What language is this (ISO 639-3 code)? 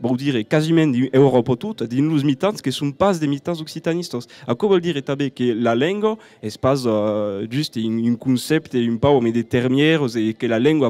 oci